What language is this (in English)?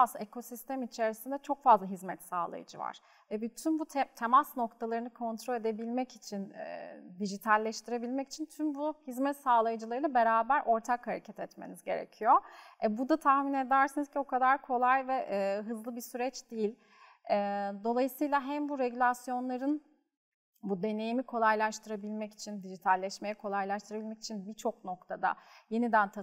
Turkish